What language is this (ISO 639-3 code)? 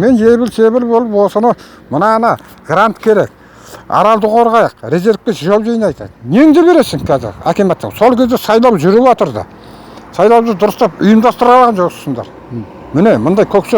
kaz